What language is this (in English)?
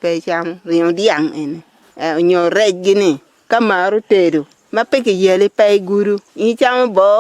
Acoli